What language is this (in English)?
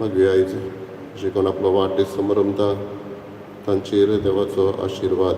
Konkani